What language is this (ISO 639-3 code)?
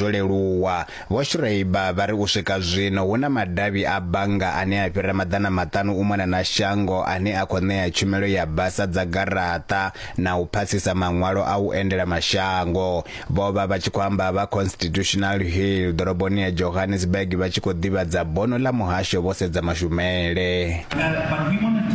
ven